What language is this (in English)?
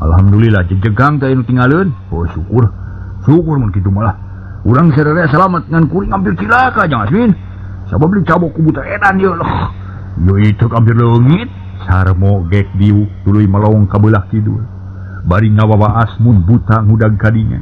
Sundanese